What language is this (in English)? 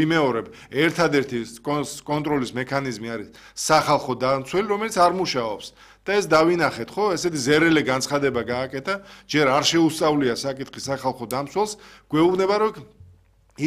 Georgian